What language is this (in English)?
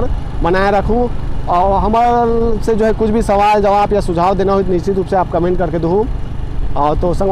Chhattisgarhi